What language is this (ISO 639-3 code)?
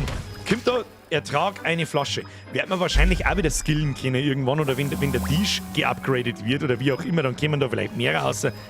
bar